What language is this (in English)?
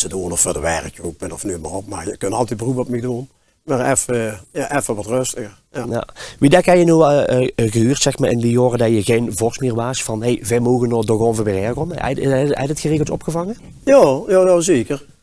Limburgish